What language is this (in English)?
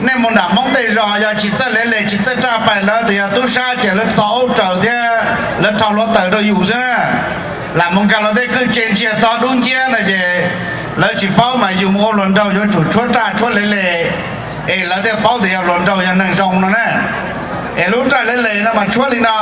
Hmong